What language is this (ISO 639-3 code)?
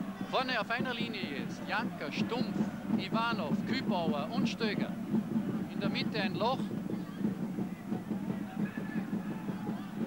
deu